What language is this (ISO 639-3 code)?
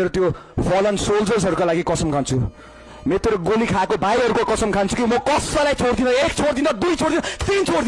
nep